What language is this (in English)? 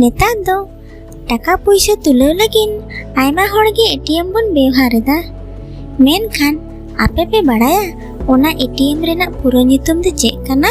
Santali